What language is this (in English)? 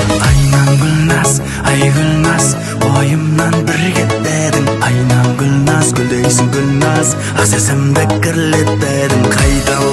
Kazakh